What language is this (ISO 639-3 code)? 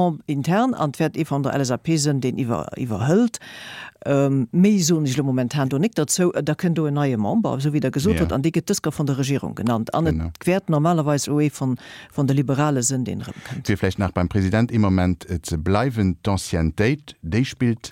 ltz